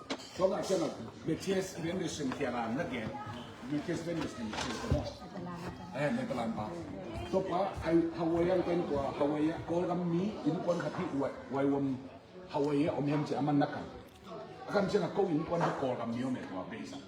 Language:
Tedim Chin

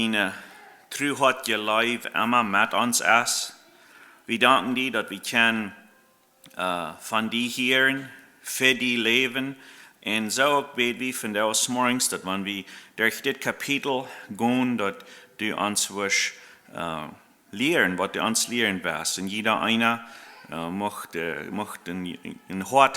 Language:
Plautdietsch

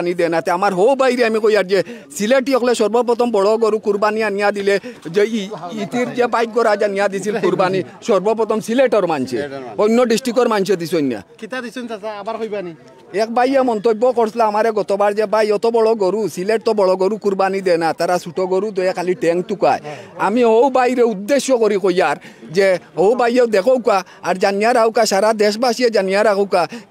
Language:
Sylheti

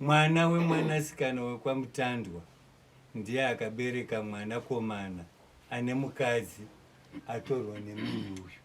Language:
Shona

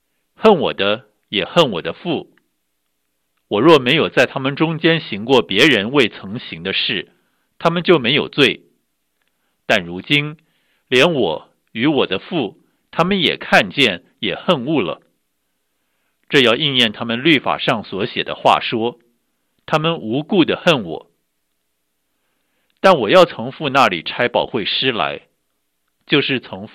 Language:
Chinese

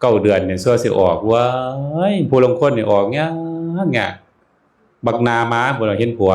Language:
Northeastern Thai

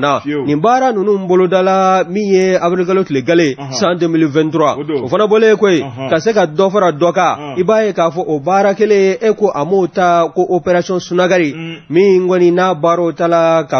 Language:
Bambara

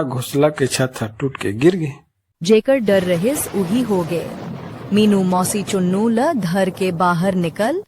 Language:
Chhattisgarhi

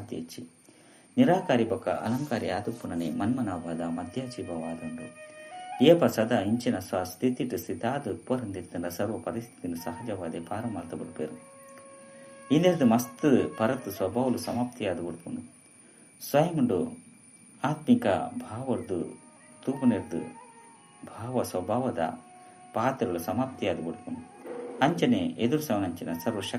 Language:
Tulu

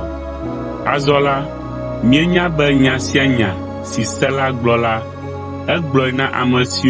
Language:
Ewe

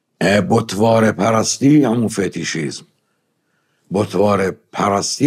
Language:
Persian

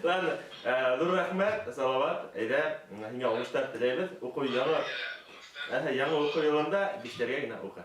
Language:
Bashkir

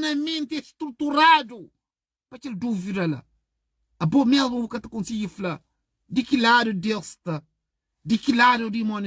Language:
Kabuverdianu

